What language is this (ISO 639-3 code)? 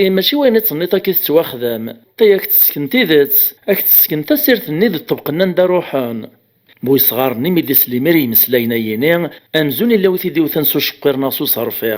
kab